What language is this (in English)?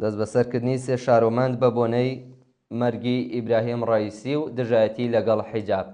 Central Kurdish